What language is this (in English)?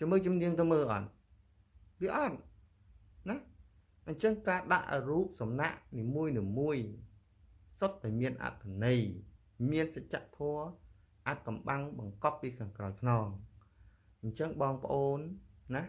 Khmer